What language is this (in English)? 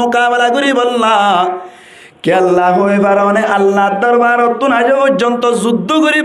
Rohingya